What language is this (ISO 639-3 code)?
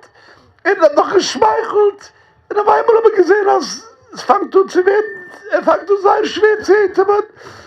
yid